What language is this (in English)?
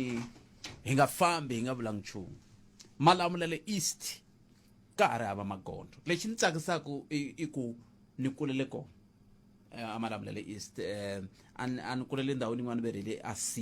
Tsonga